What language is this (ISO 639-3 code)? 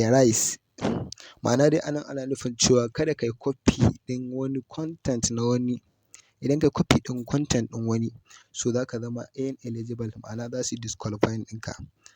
hau